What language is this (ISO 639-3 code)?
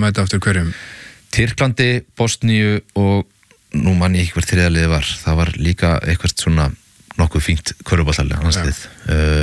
isl